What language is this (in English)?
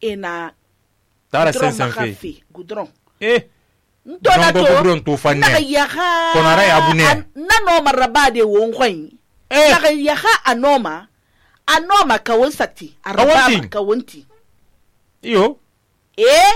Susu